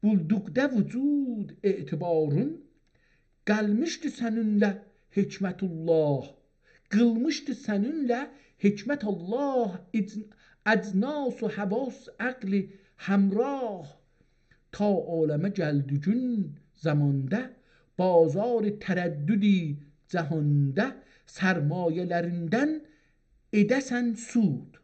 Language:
South Azerbaijani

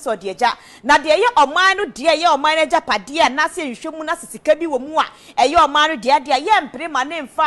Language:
Akan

